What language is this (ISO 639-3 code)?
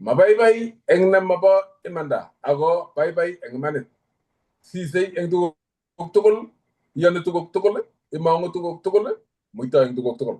kln